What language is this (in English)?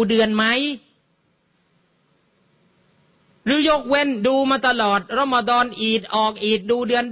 Thai